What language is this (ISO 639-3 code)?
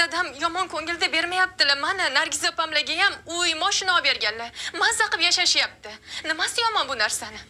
uzb